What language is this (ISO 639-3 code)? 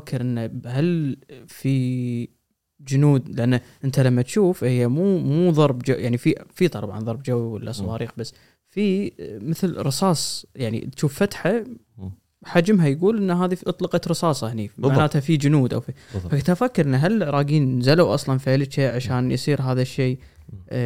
afb